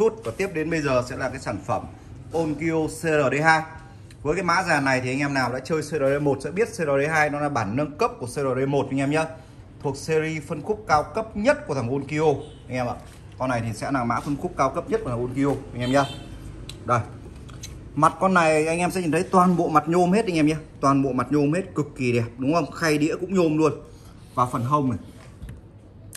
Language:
Vietnamese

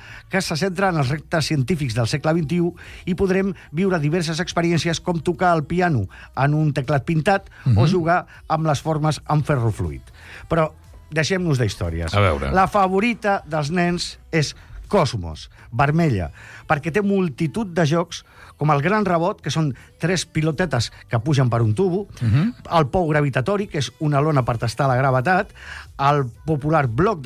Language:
Catalan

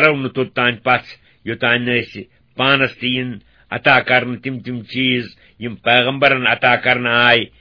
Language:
Kashmiri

